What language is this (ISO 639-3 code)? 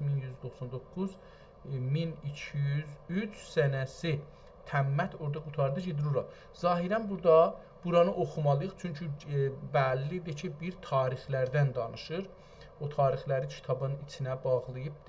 azb